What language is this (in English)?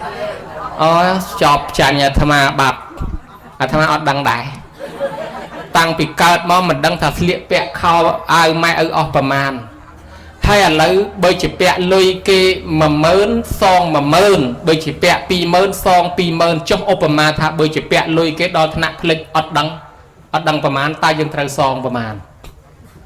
Khmer